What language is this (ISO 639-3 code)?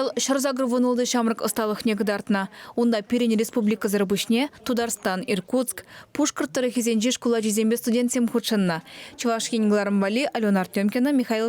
chv